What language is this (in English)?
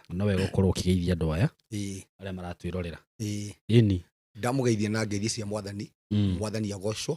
Kikuyu